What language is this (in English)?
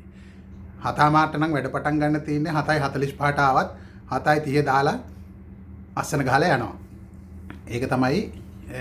Sinhala